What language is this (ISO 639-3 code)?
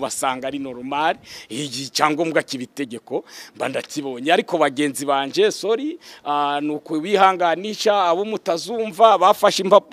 kin